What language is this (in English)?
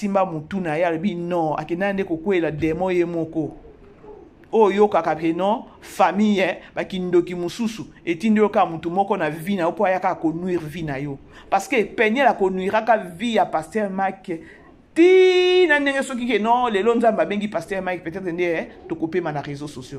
Lingala